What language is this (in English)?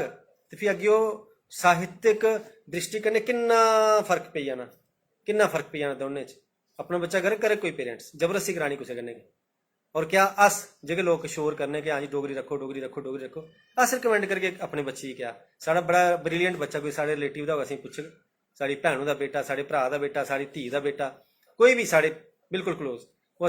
Dogri